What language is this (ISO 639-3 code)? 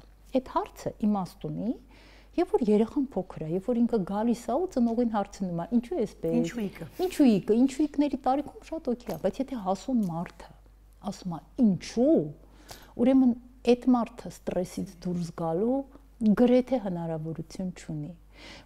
hye